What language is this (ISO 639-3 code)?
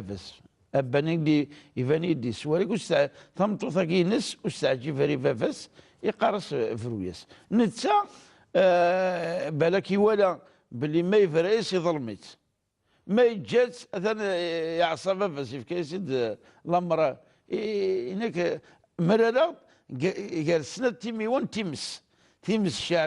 kab